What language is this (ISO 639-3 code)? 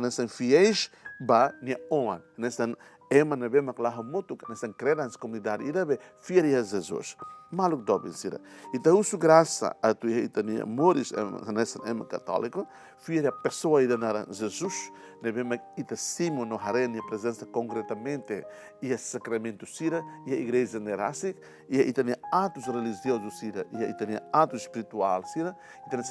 tet